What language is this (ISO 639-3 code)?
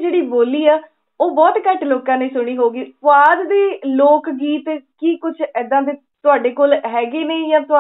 pan